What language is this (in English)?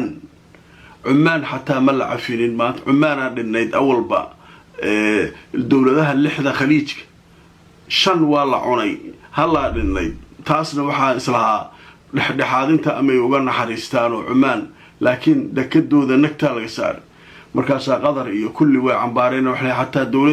Somali